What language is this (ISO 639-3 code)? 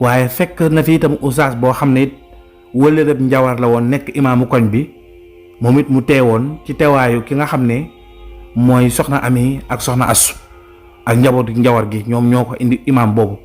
wol